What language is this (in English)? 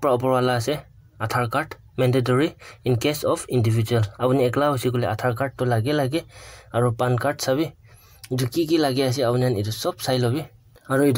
Naga Pidgin